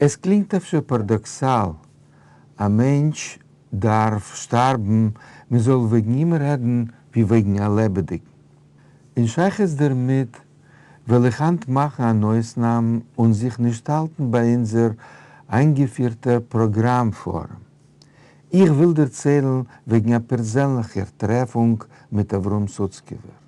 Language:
Yiddish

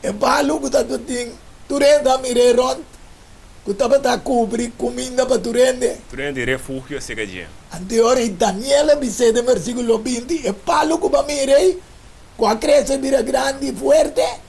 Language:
Papiamento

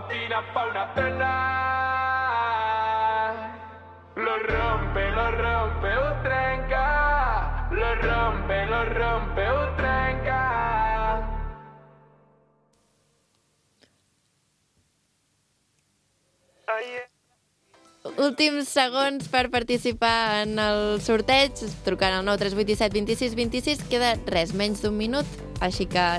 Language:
Catalan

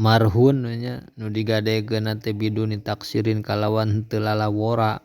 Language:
Sundanese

